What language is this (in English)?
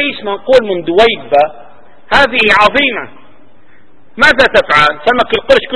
Arabic